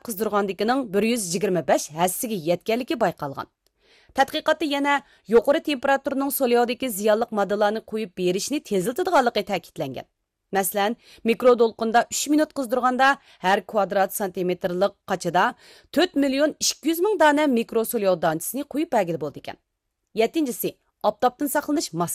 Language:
Uyghur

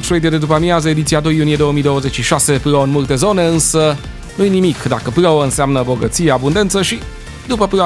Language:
Romanian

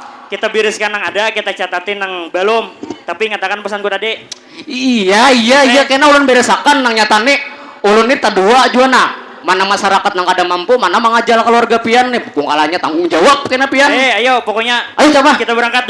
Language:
Banjar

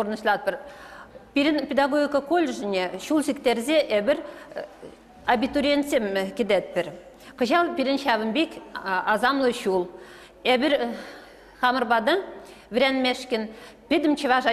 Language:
Chuvash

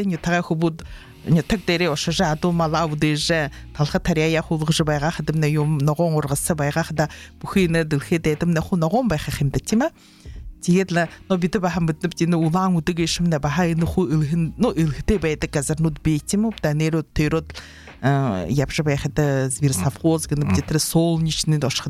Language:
Buriat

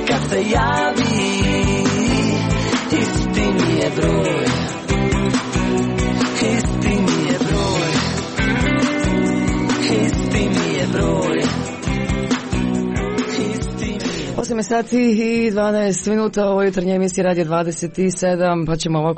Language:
Croatian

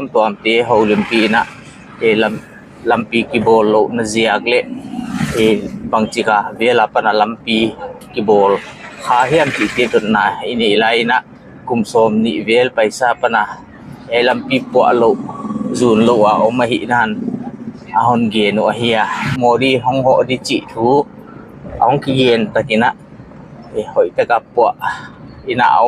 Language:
Paite Chin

